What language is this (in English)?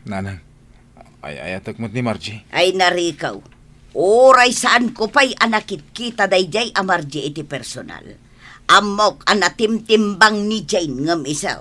Iloko